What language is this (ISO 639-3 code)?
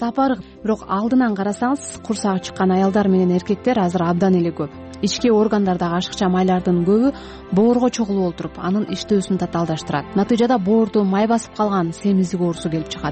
kir